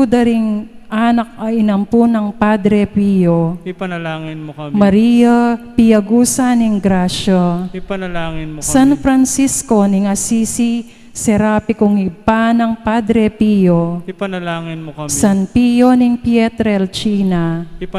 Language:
Pampanga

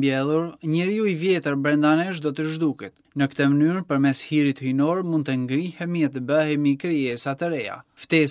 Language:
Albanian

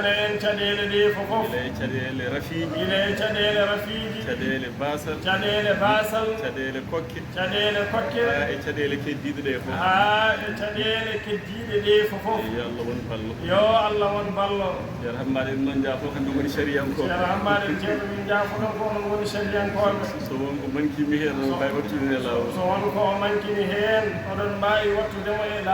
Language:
Fula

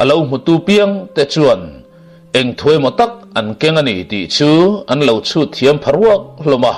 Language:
Mizo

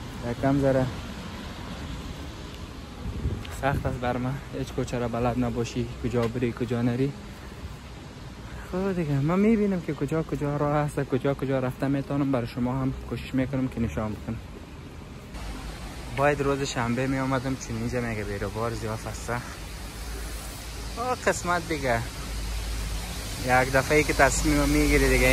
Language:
Persian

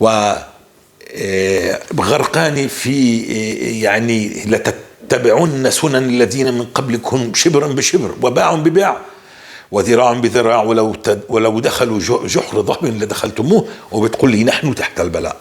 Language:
North Levantine Arabic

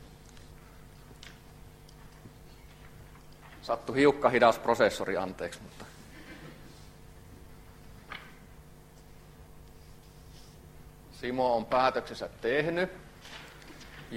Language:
Finnish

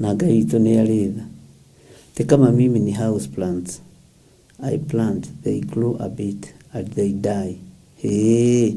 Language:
Kikuyu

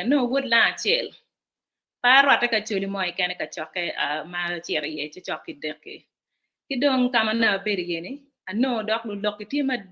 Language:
Acoli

